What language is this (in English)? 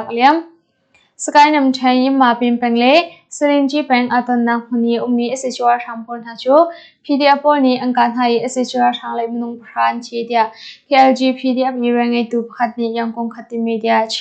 Hakha Chin